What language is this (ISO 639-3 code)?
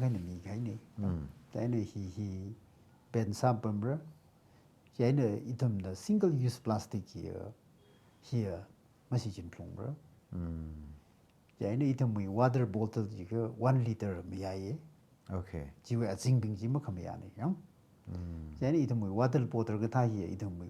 nmf